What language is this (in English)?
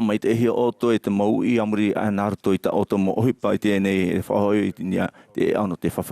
Tahitian